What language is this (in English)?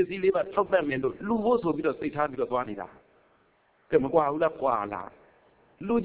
Burmese